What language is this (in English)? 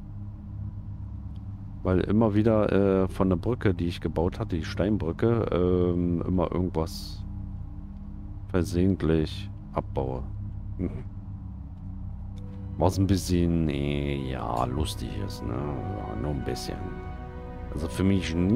German